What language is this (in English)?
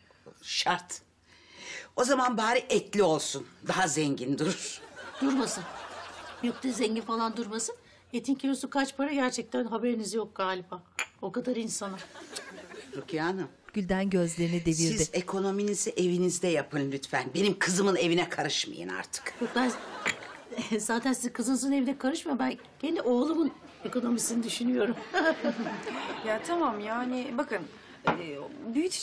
Turkish